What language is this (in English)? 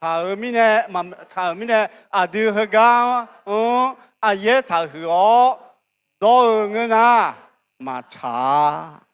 Akha